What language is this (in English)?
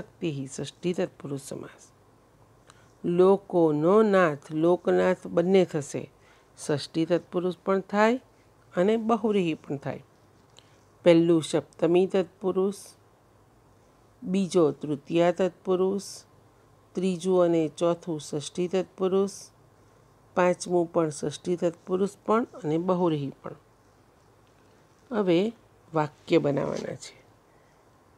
Gujarati